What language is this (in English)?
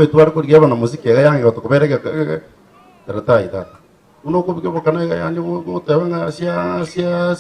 Gusii